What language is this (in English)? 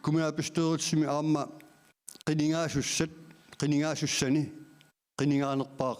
Kalaallisut